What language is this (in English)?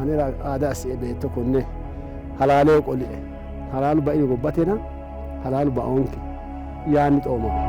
Sidamo